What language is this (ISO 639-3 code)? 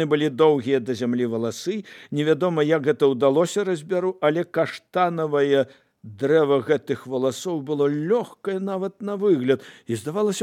bel